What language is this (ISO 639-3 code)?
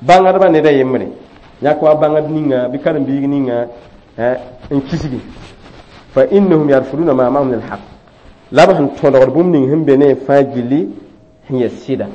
mos